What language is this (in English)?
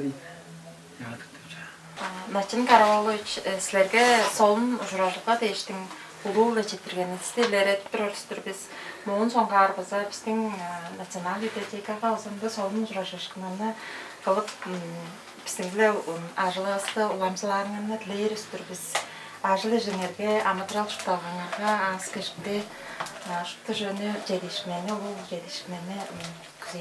Tuvinian